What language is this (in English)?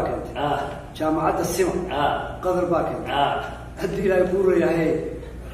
Somali